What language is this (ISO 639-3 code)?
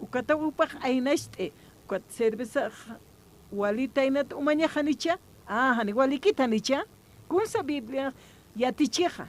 aym